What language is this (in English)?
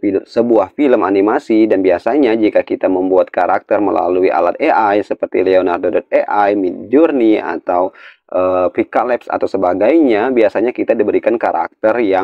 Indonesian